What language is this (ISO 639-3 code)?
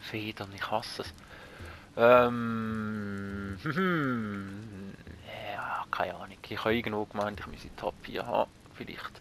gsw